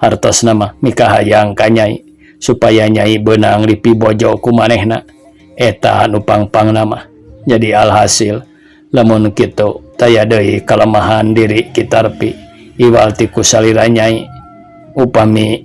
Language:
Sundanese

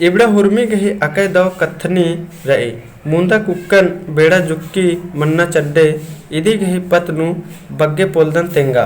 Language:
Kurukh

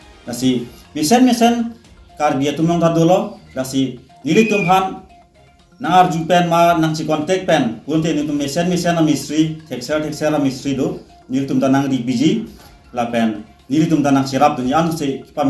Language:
Karbi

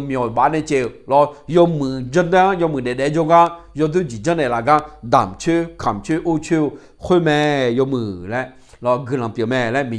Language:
Akha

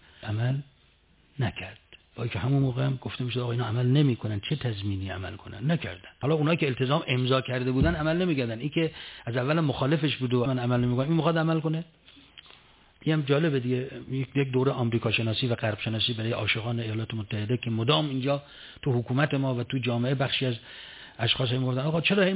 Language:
Persian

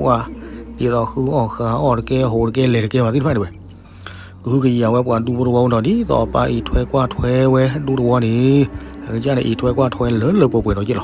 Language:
S'gaw Karen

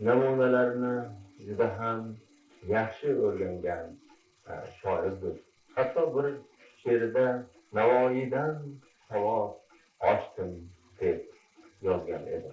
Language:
Kara-Kalpak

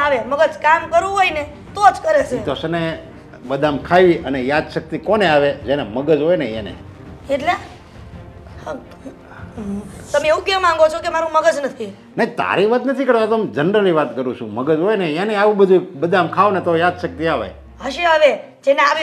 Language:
Gujarati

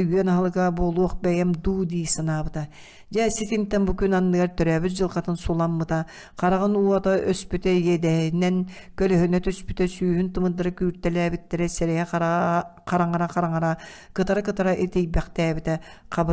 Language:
Yakut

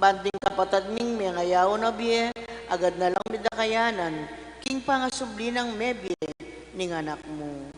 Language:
Pampanga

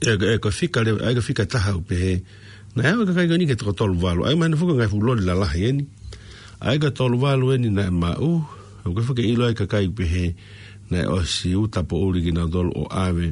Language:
Tongan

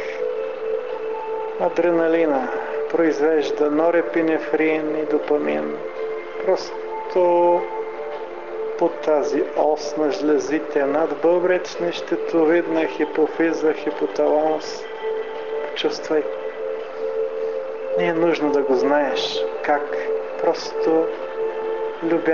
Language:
Bulgarian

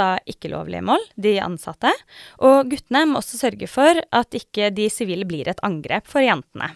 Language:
Norwegian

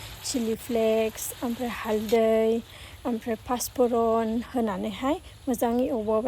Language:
Bodo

